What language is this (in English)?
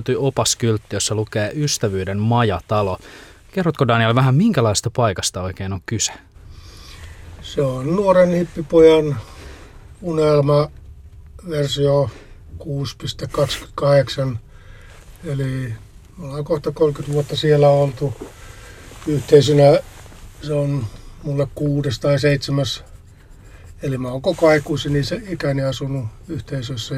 Finnish